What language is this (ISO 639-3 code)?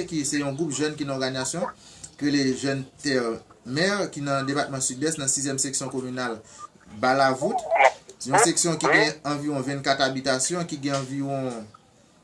hat